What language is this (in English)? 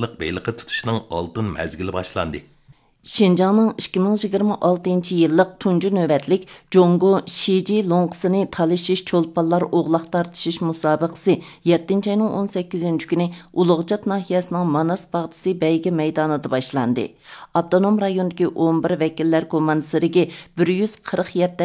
Uyghur